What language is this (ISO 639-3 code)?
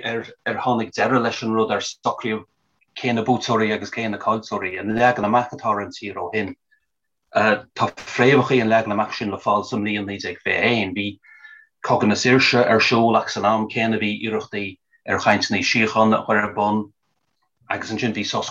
gle